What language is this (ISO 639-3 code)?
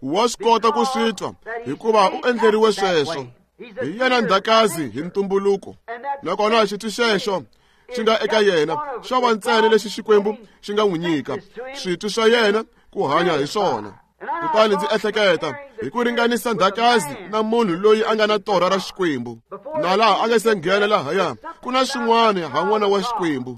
tso